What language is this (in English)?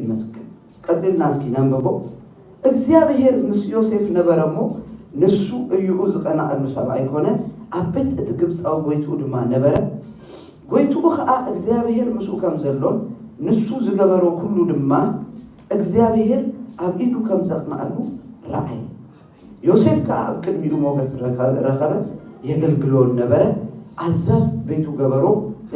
Tigrinya